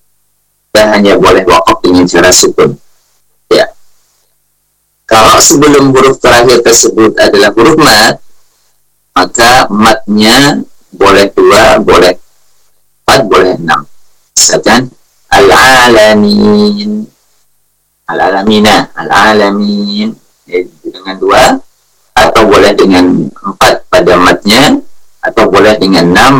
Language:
Indonesian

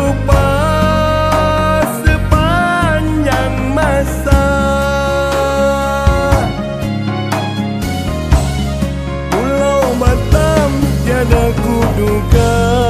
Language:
Malay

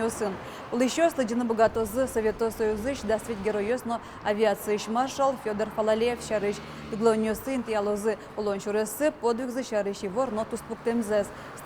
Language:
Udmurt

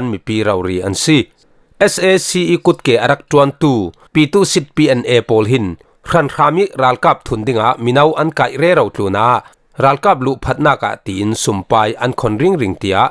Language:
Falam Chin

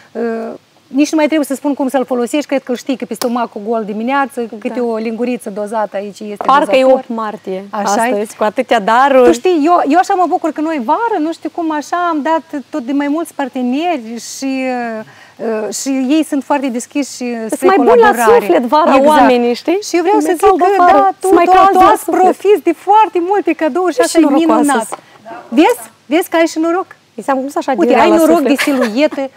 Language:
Romanian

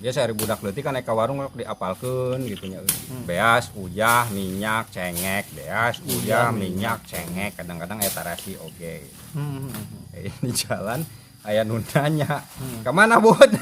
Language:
Sundanese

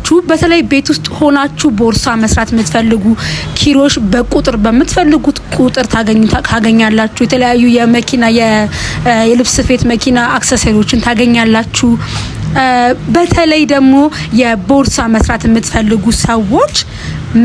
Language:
Amharic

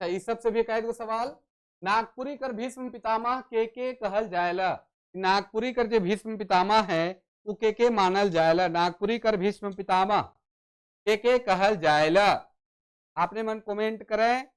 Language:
Sadri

